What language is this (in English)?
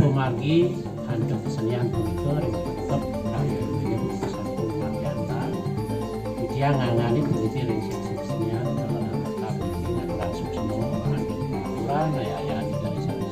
Balinese